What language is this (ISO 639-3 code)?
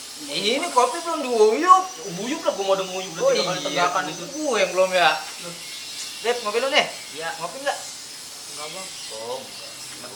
bew